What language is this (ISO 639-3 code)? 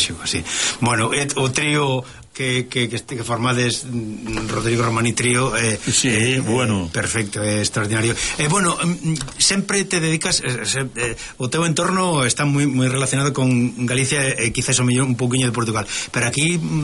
glg